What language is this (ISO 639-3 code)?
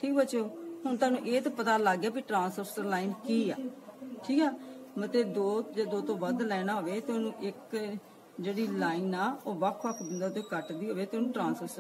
pan